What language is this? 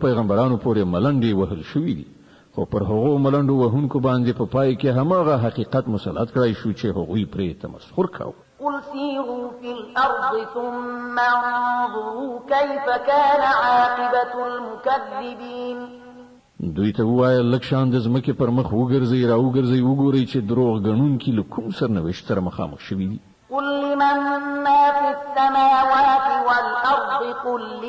Pashto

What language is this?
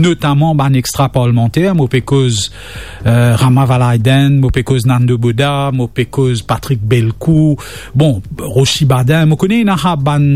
Morisyen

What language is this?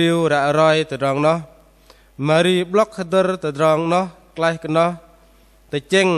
Bahnar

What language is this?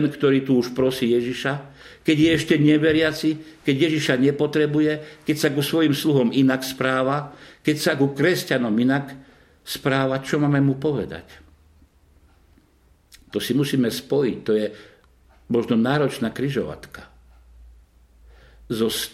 Slovak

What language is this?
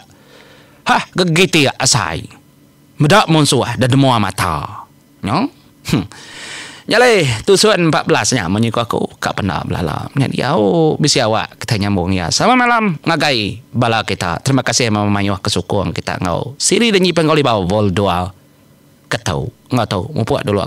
Iban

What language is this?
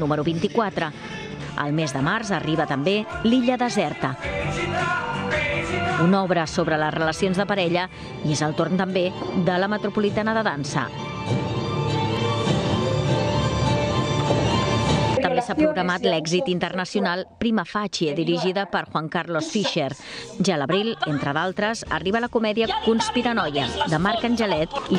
Catalan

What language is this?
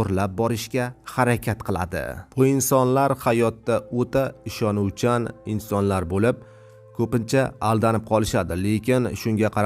Uzbek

